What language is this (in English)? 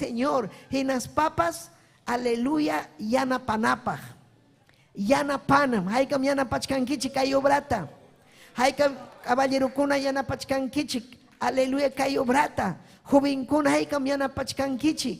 Ayacucho Quechua